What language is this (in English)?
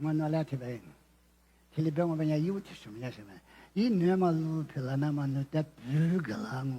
Lisu